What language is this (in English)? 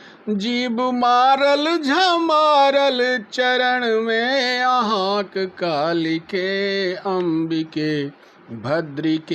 Maithili